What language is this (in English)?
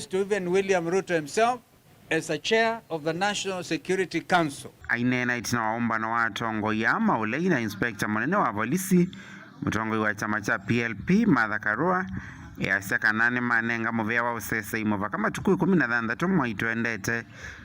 Kamba